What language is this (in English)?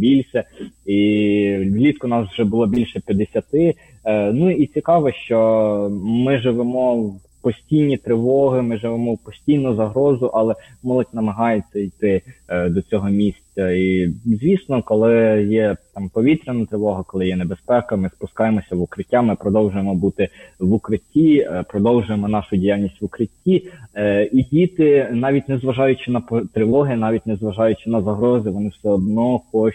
Ukrainian